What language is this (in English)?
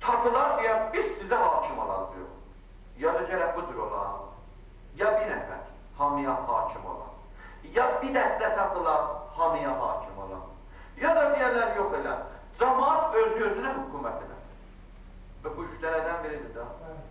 Azerbaijani